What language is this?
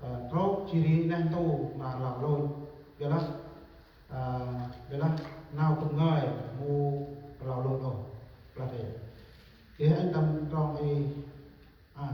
Central Mnong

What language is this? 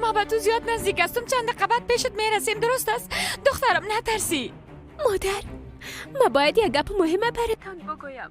Persian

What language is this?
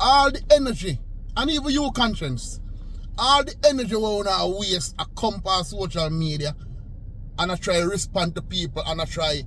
Jamaican Creole English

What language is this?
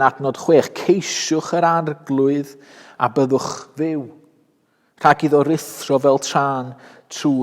Welsh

